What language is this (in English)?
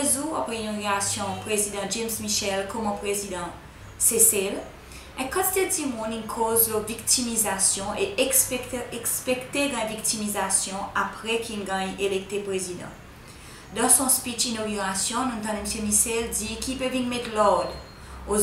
Seselwa Creole French